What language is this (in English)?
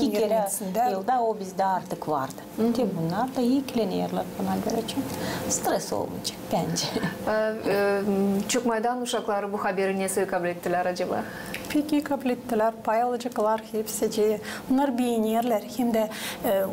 Gagauz